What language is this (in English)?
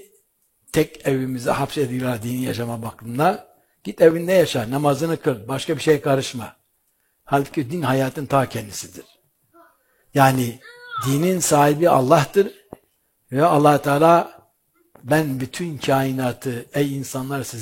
Turkish